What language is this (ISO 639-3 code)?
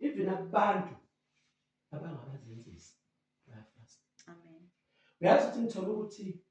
zul